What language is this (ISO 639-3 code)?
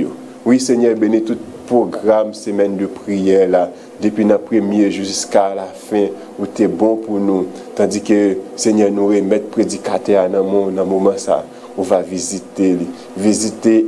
hat